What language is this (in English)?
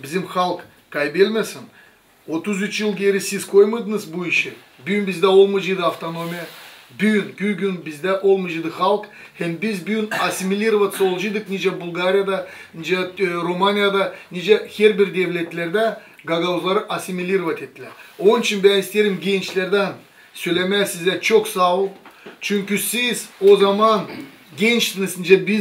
Gagauz